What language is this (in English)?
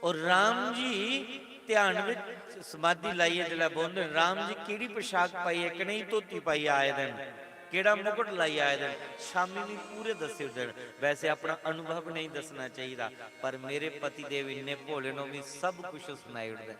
Dogri